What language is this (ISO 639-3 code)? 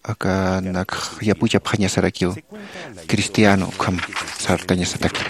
aym